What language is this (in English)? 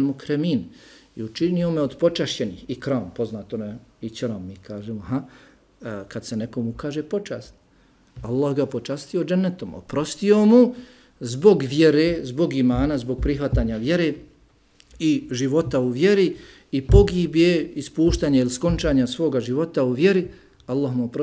Bosnian